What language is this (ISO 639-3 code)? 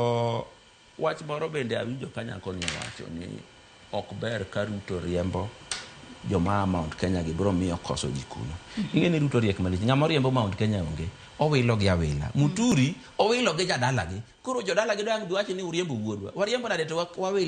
luo